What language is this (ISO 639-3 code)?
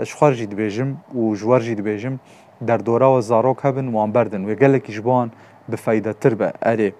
kur